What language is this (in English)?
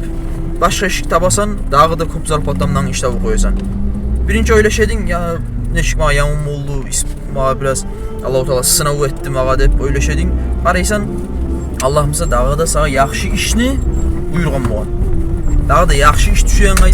Kumyk